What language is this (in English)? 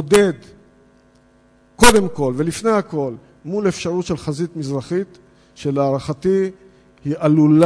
Hebrew